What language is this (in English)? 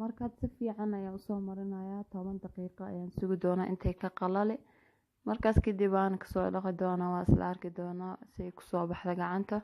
Somali